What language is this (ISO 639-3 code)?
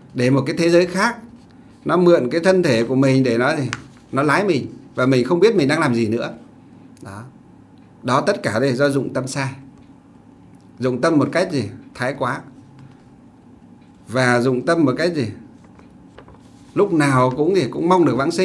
vie